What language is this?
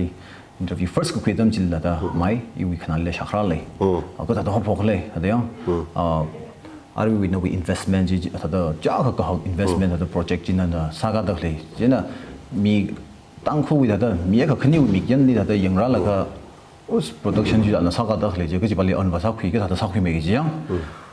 Tangkhul Naga (India)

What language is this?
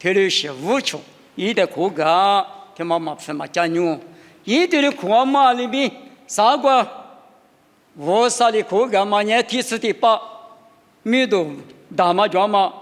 Lisu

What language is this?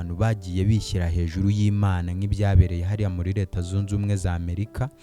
Kinyarwanda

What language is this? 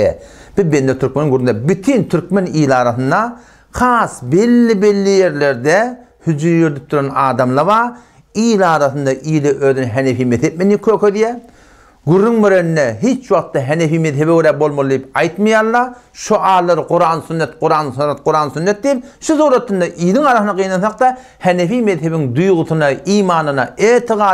Turkmen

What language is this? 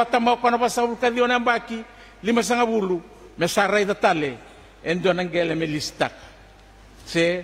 Fijian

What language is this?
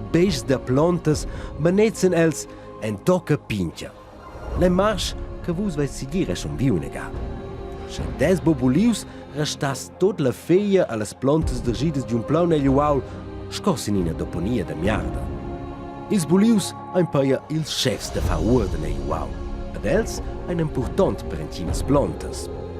Romansh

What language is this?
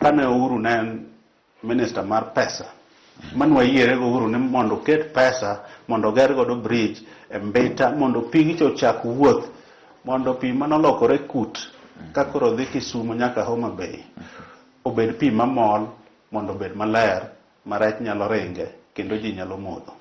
Luo (Kenya and Tanzania)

